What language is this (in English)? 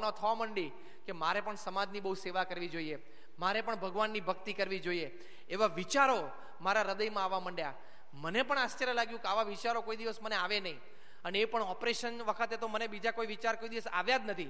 Gujarati